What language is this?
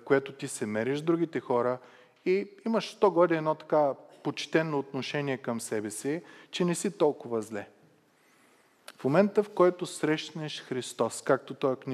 Bulgarian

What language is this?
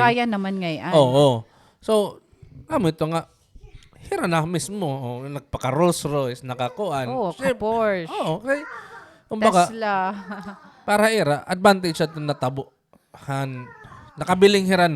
Waray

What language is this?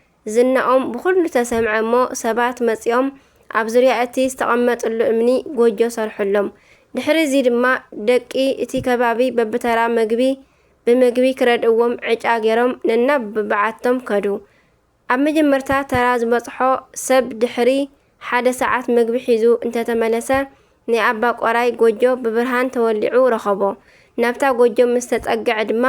Tigrinya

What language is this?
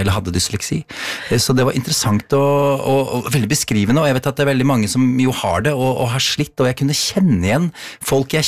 Norwegian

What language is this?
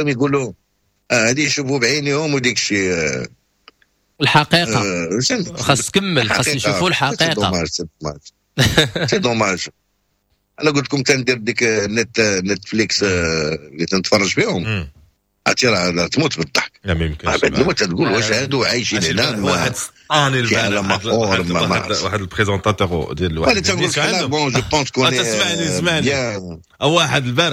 Moroccan Arabic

